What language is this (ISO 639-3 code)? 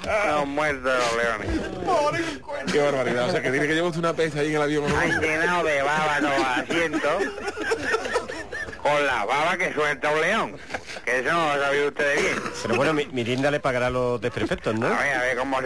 spa